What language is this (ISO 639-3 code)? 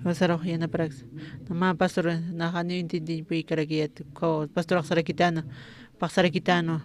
aym